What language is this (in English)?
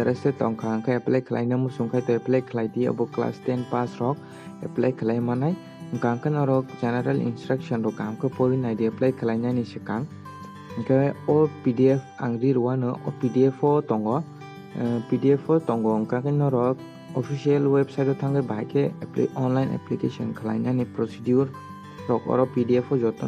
Kok Borok